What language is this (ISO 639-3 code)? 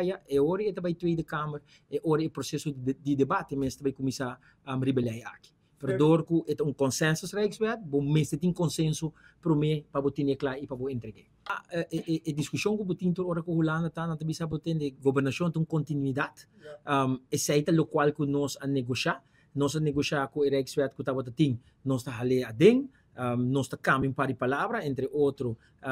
pap